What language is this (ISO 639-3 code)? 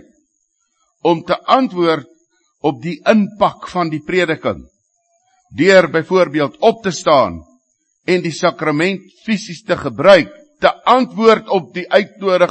afr